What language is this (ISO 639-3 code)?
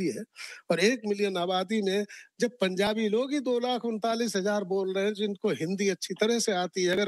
hin